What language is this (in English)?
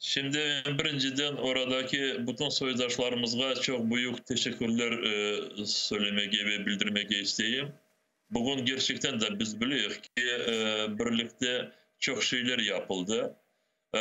Crimean Tatar